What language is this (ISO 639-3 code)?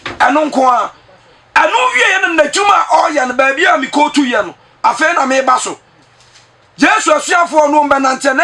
aka